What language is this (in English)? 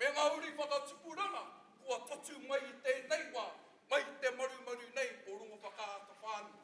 Māori